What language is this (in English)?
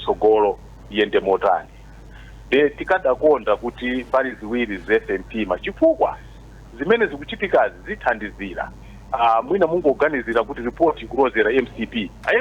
Nyanja